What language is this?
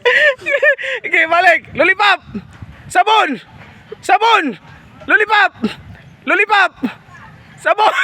Cebuano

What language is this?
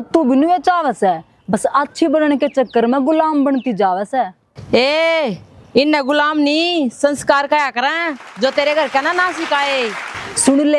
Haryanvi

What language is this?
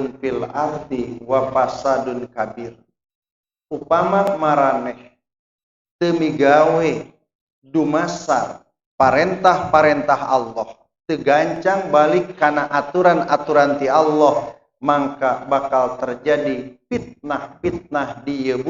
Sundanese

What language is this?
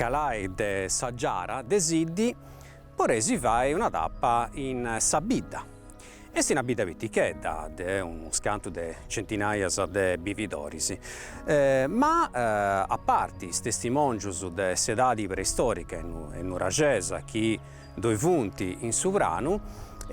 Sardinian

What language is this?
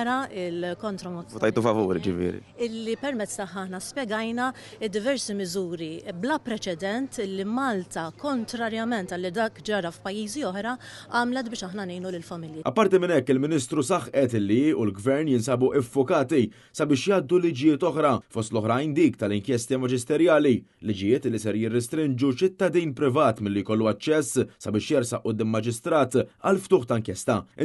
Maltese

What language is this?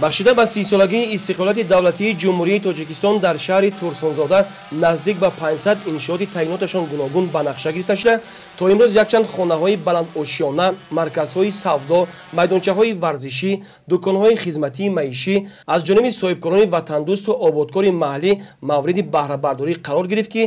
Tajik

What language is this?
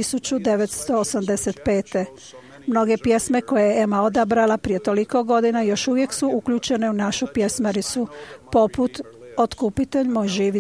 Croatian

